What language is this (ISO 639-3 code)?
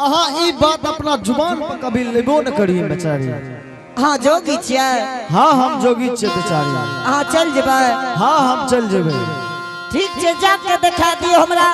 anp